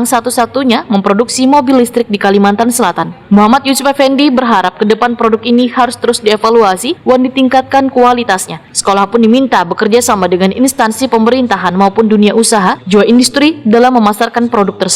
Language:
Banjar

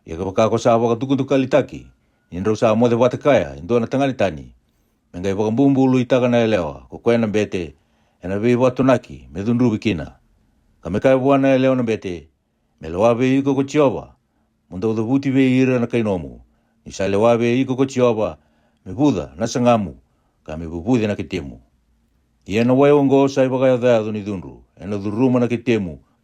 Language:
Fijian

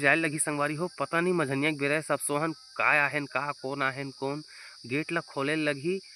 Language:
Chhattisgarhi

